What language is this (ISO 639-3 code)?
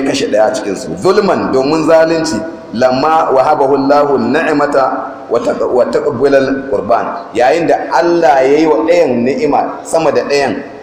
hau